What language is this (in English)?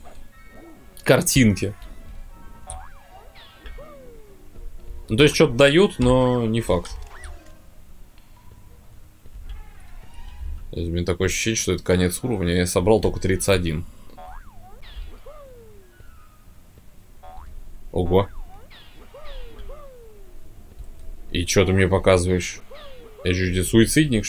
Russian